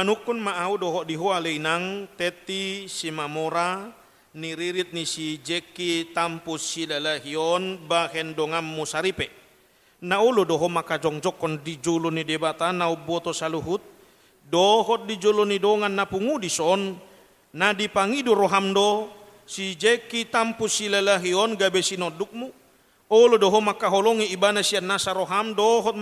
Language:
Batak Toba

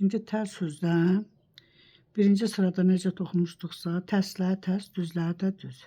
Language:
Azerbaijani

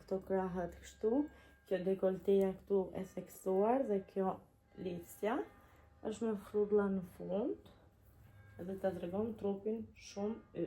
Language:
Albanian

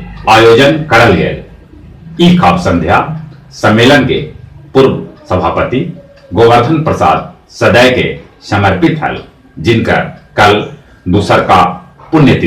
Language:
Magahi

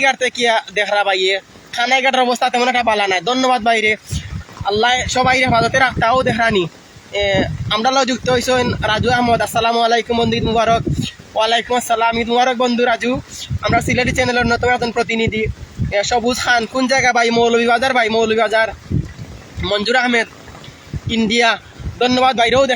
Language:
Sylheti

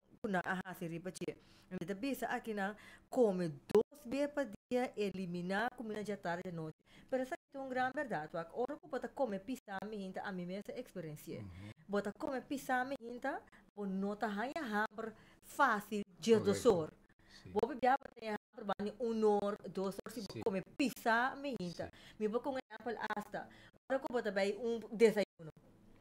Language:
Papiamento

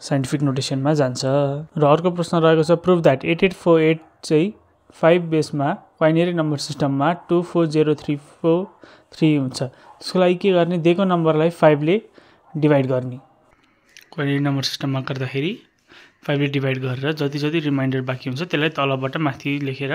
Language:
Nepali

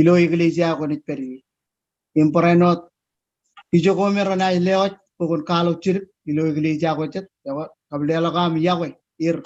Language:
Marshallese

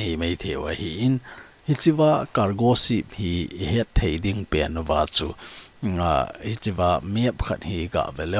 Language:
Thado Chin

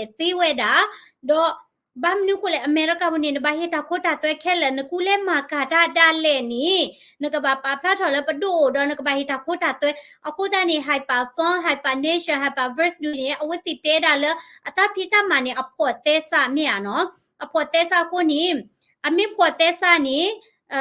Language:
S'gaw Karen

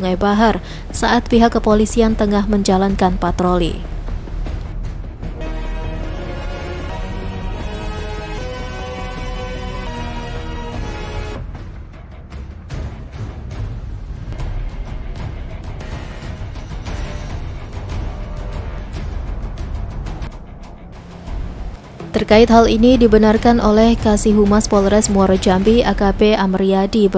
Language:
Indonesian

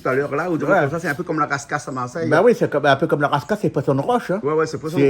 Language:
Réunion Creole French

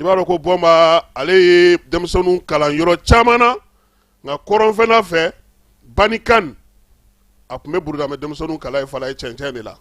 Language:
Bambara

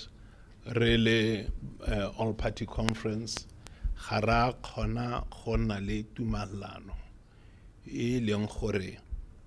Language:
Tswana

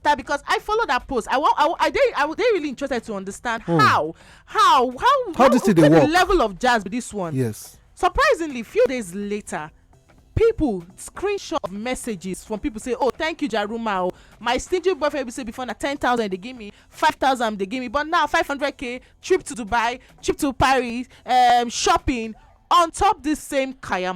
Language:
Nigerian Pidgin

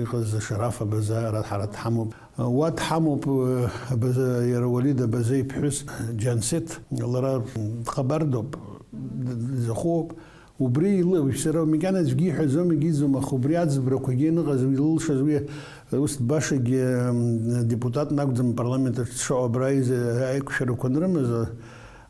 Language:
Abkhazian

